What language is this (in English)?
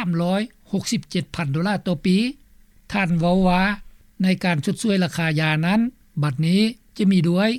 Lao